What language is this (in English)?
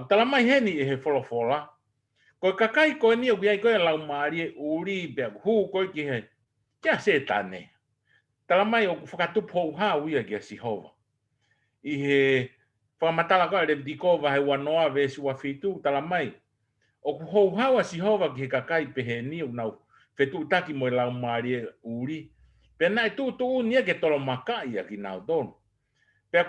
Tongan